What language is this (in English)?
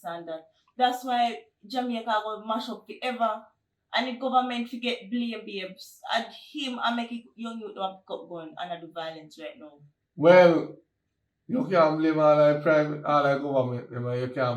Jamaican Creole English